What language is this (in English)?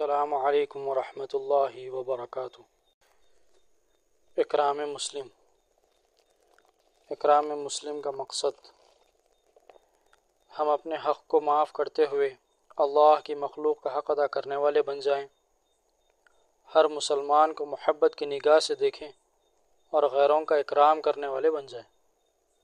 Urdu